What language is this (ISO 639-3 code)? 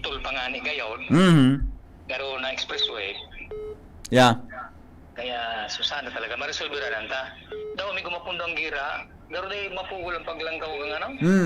bik